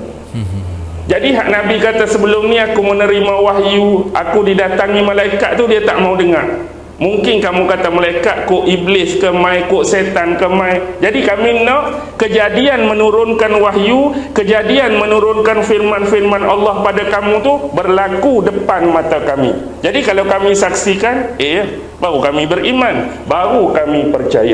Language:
Malay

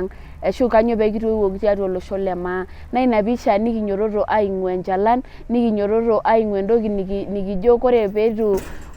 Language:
Masai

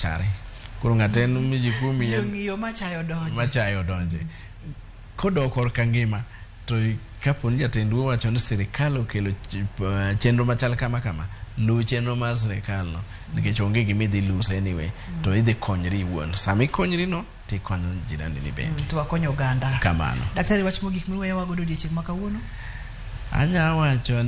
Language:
Luo (Kenya and Tanzania)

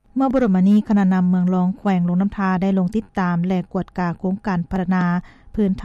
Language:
Lao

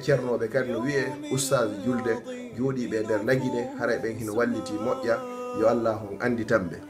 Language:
Fula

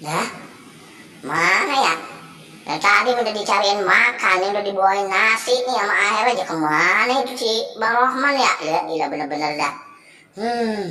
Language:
Betawi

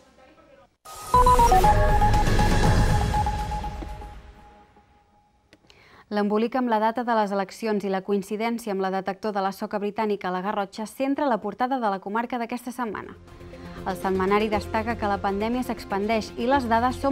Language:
Catalan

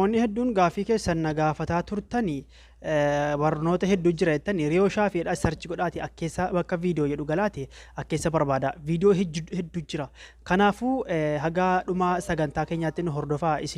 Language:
Oromo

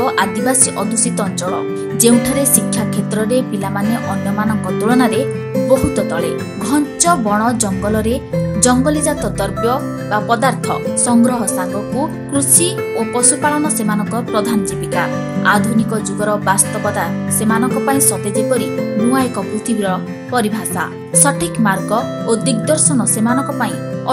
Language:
Odia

